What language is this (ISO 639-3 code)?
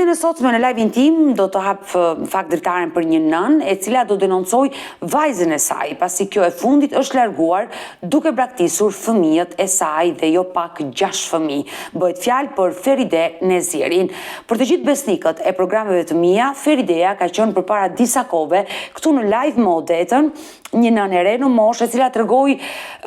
sqi